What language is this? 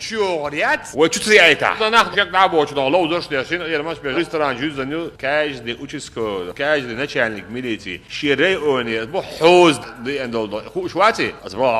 Chechen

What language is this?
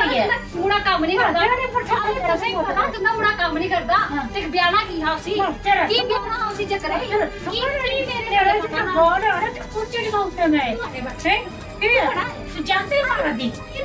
Dogri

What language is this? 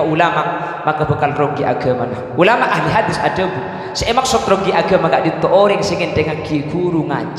Madurese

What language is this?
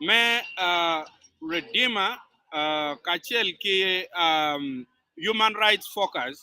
Acoli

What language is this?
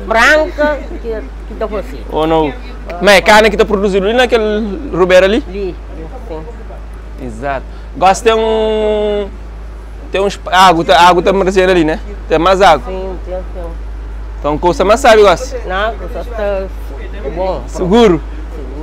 Kabuverdianu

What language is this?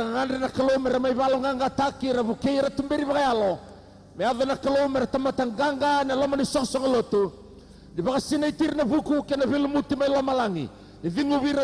Fijian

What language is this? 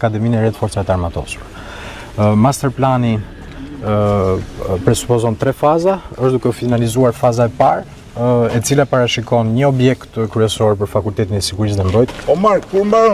Albanian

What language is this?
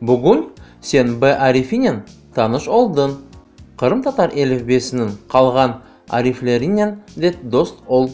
Crimean Tatar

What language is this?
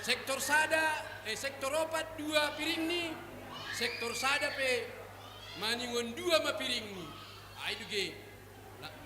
Batak Simalungun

